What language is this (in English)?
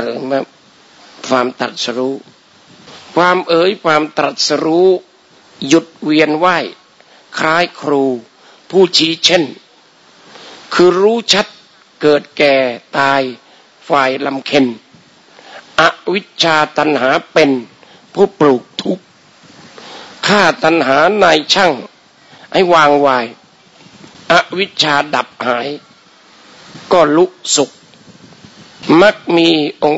Thai